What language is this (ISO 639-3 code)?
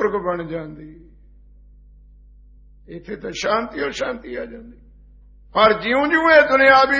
pan